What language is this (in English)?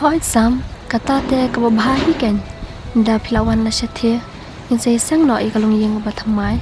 Khasi